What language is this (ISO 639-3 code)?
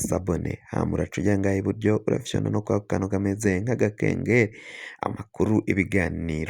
run